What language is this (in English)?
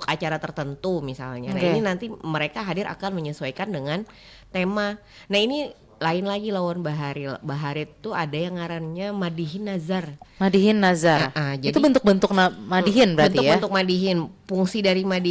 Banjar